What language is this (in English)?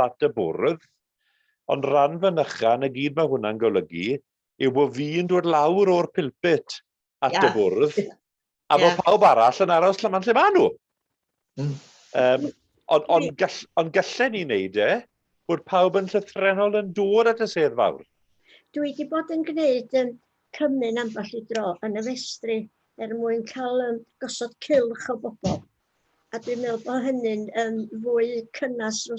Welsh